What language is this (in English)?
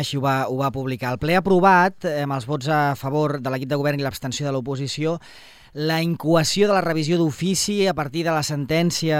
Catalan